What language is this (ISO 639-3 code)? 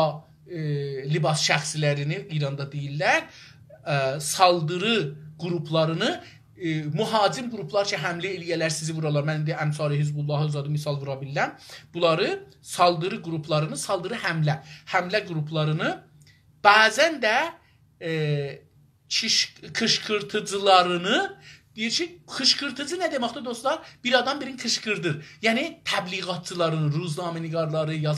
azb